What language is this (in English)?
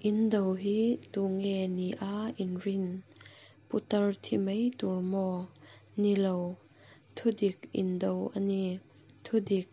Mizo